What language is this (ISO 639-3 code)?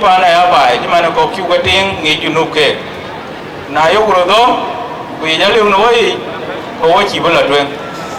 din